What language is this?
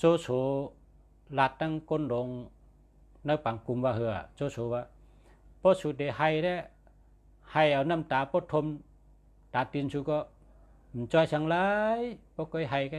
Shan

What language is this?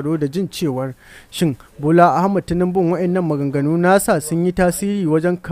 Hausa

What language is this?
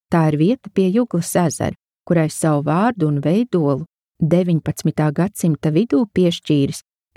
Latvian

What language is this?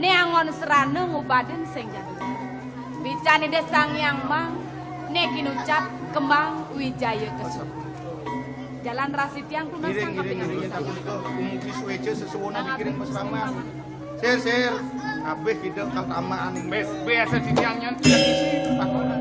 Balinese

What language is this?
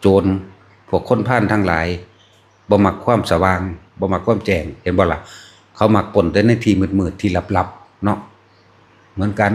Northeastern Thai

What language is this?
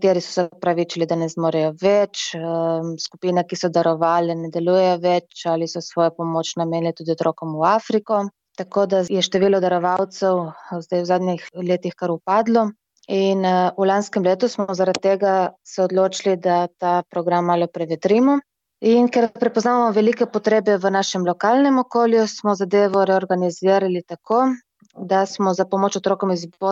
Slovenian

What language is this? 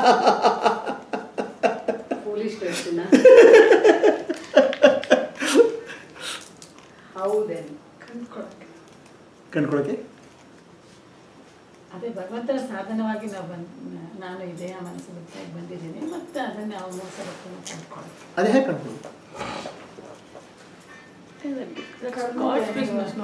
Kannada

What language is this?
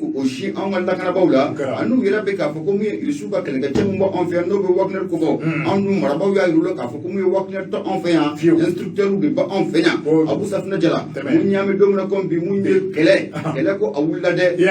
Bambara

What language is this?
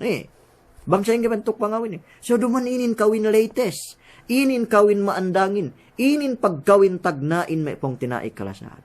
Yakan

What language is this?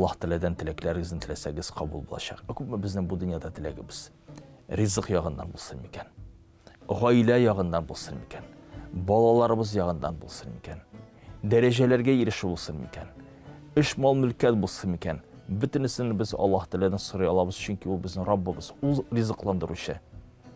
Tatar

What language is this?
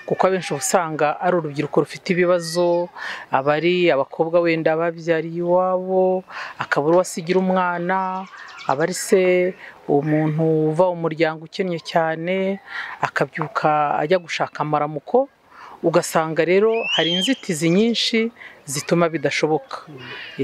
Kinyarwanda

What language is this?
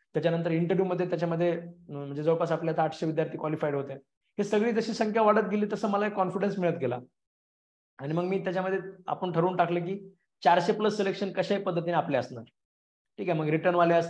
Marathi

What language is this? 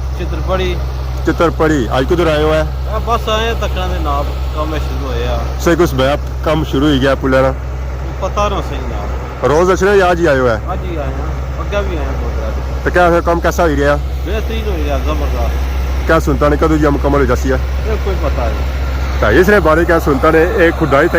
Pahari-Potwari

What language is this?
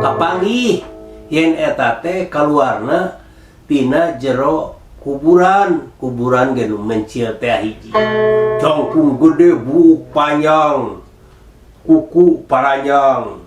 Sundanese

